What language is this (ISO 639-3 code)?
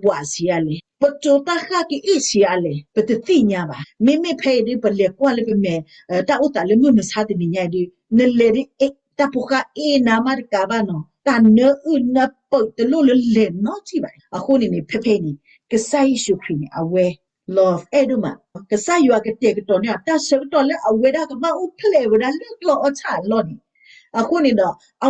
ksw